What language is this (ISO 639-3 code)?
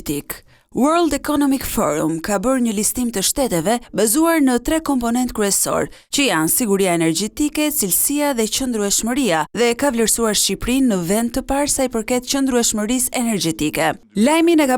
sqi